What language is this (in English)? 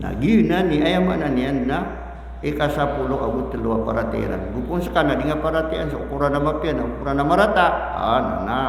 Maranao